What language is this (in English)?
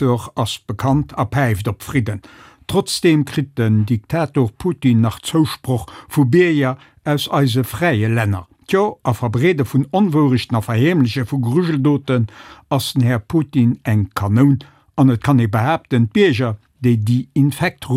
Luxembourgish